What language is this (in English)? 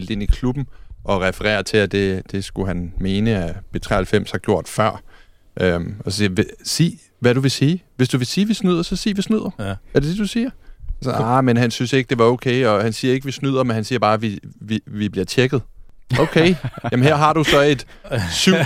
Danish